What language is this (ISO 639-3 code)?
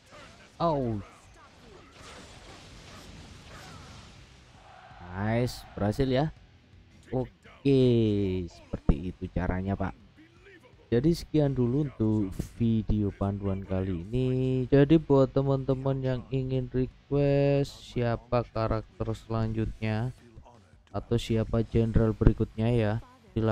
ind